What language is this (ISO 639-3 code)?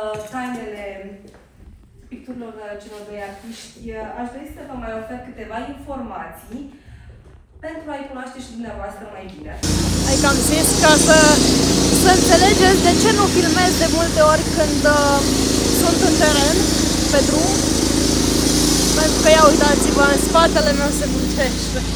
ron